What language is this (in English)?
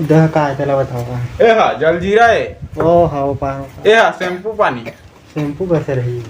Chhattisgarhi